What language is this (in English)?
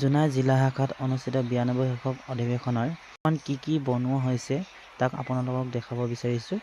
Assamese